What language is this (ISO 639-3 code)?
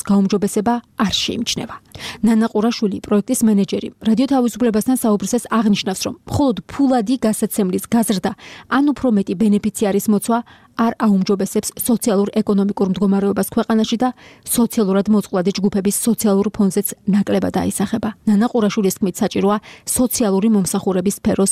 kat